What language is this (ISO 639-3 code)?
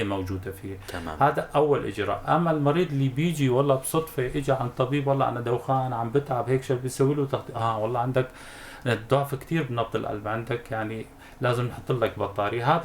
apc